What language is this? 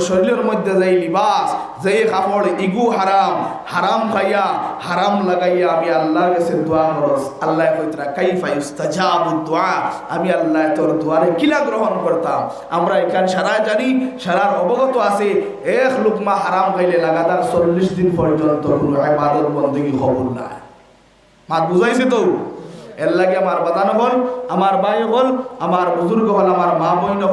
Sylheti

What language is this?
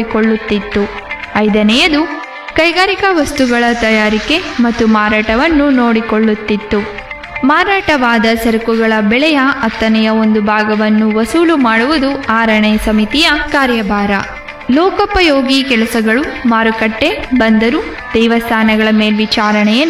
Kannada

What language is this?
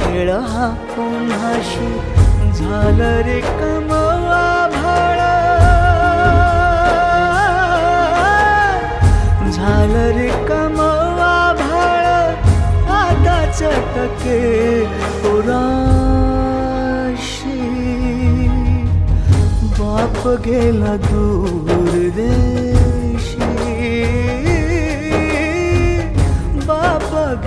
Marathi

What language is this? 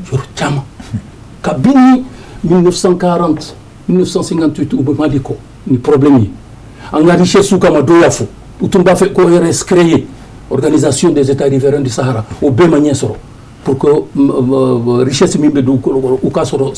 Bambara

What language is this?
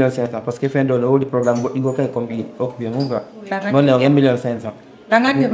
Fula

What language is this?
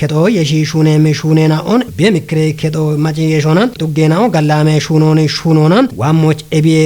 Kafa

